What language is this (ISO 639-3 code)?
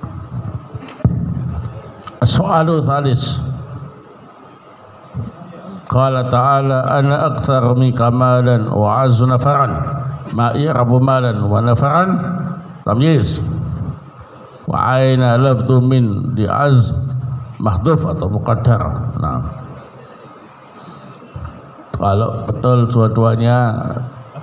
ind